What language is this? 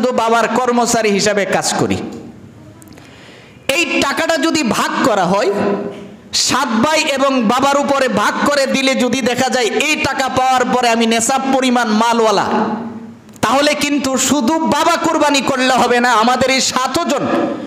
Bangla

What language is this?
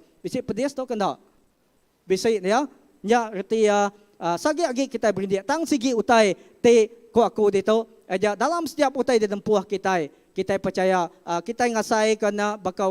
Iban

